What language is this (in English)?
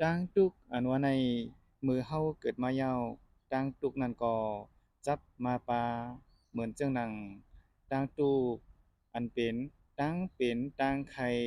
Shan